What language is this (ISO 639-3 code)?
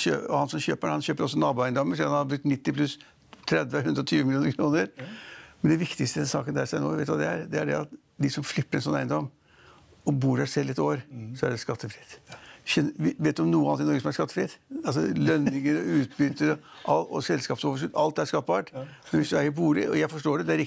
nor